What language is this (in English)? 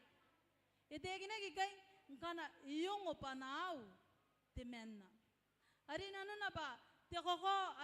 Gilbertese